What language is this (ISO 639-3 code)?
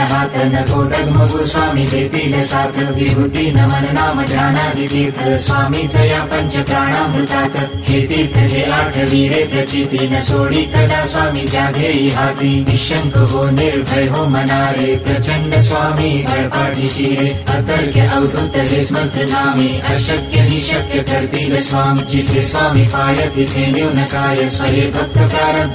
mar